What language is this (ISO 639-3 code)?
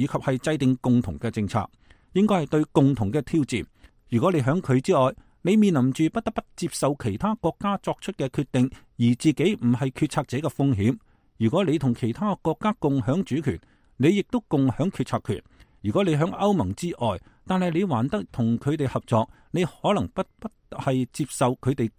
yue